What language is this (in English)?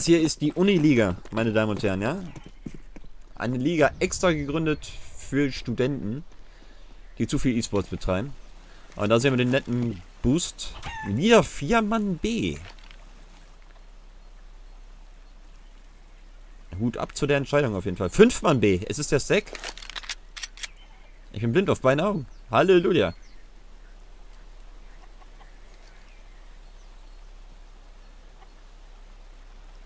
German